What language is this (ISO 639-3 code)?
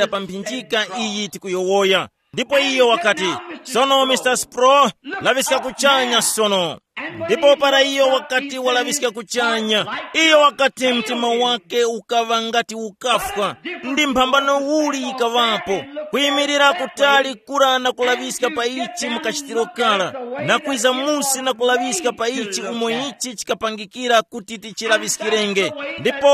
tum